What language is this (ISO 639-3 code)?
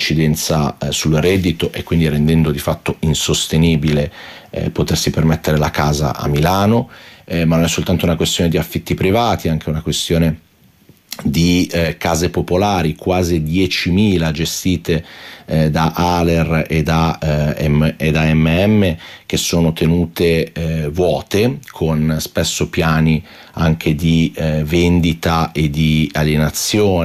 ita